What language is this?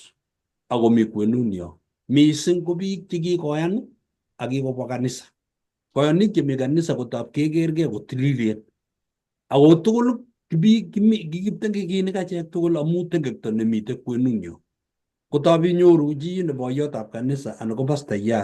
Kalenjin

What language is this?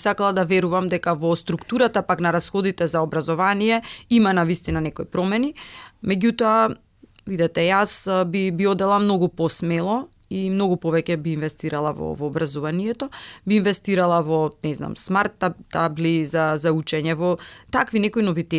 Macedonian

